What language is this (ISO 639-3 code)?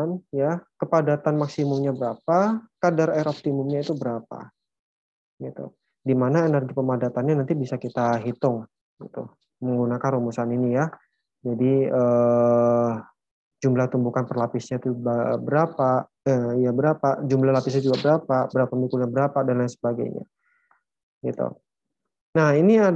ind